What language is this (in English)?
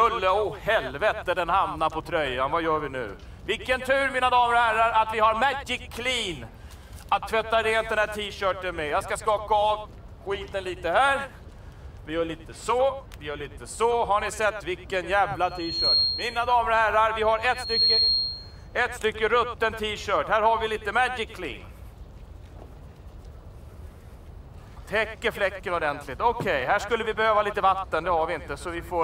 Swedish